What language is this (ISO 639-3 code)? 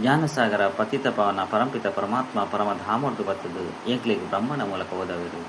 tcy